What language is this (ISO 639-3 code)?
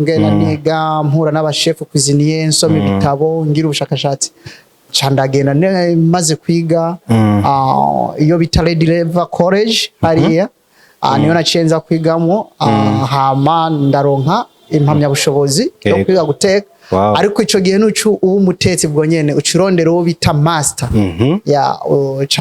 run